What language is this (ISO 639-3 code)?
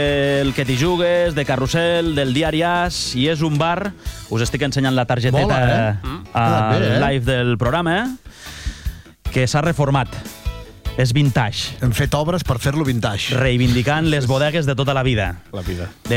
cat